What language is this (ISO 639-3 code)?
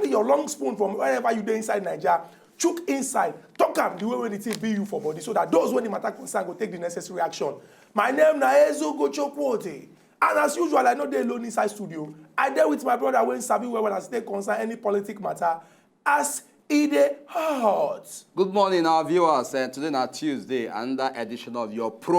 pcm